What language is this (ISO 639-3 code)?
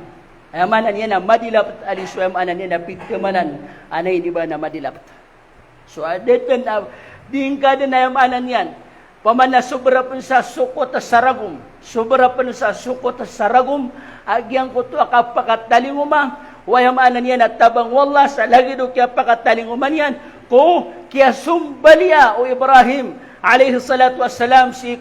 mrw